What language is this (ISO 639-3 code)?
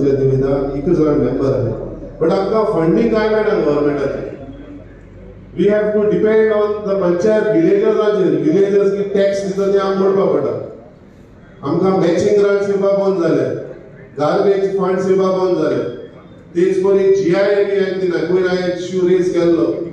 kok